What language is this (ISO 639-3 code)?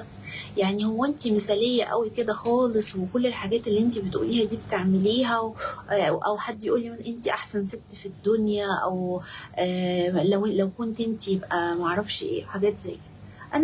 arz